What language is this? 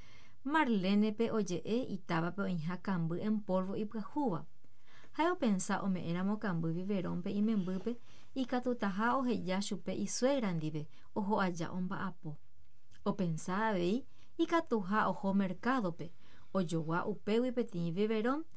Guarani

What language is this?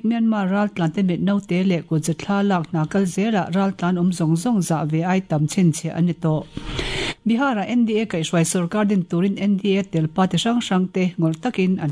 Mizo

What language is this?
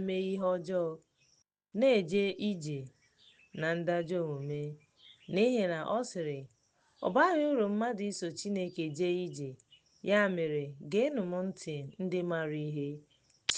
Igbo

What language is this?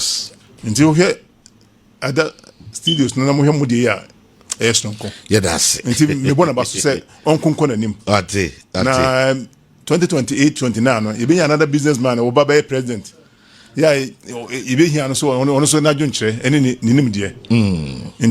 Akan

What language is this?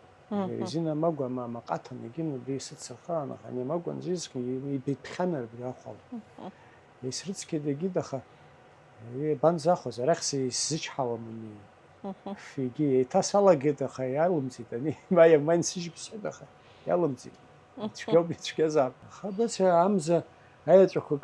Abkhazian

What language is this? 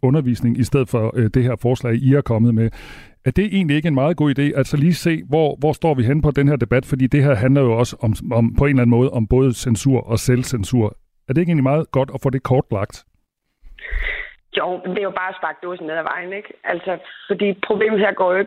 Danish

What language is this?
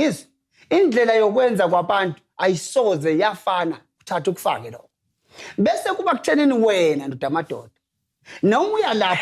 Zulu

